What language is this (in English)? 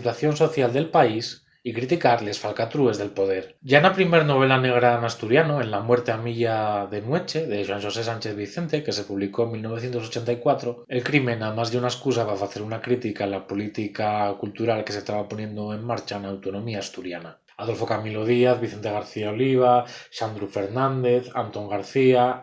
Asturian